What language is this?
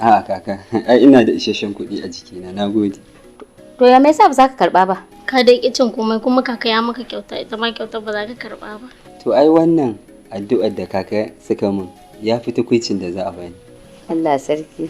Hausa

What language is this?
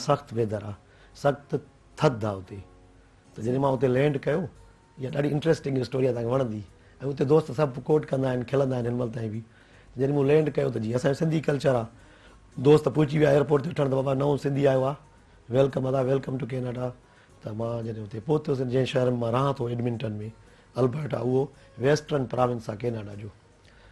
Sindhi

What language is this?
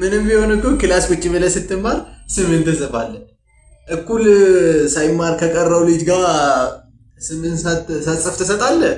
Amharic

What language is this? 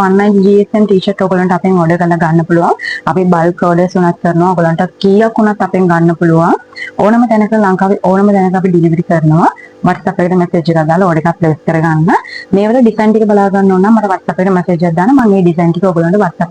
Sinhala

